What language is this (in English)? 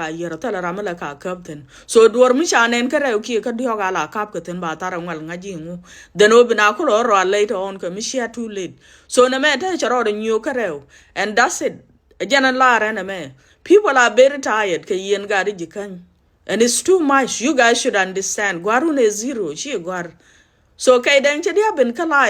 Nuer